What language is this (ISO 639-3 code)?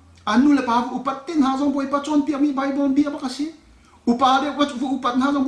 cnh